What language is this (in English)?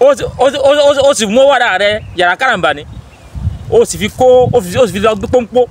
Yoruba